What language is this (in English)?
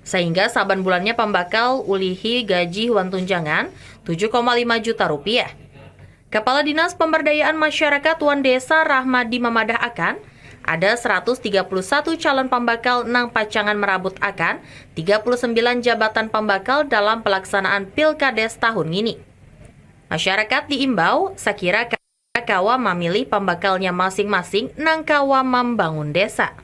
Banjar